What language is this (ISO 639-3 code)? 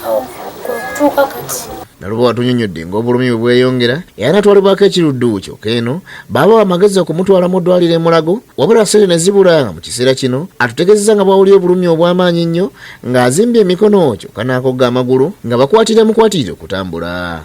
lug